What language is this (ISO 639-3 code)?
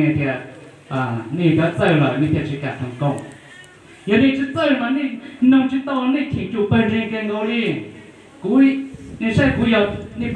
hmn